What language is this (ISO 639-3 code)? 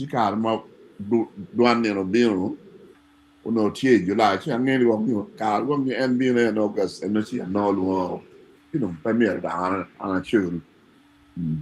ach